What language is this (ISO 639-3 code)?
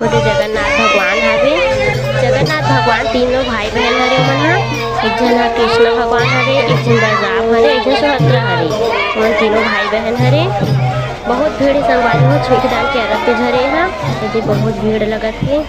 hne